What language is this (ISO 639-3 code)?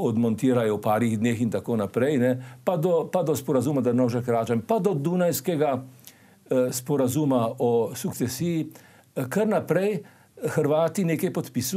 slv